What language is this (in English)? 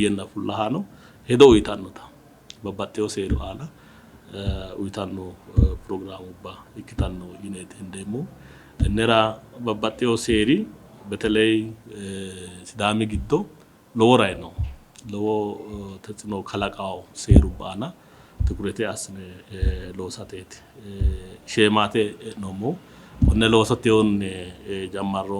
Sidamo